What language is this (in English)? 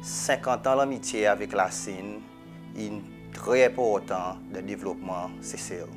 Seselwa Creole French